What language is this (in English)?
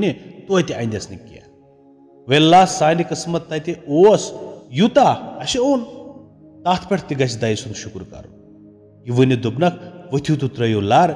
Kashmiri